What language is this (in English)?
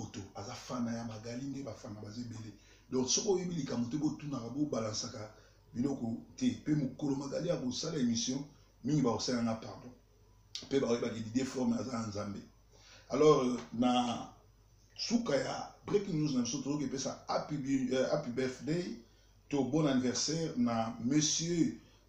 Lingala